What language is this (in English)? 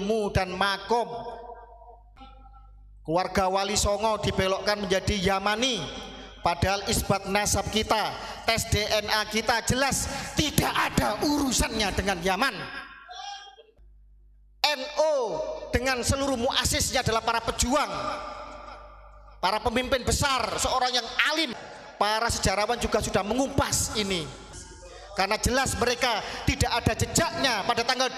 Indonesian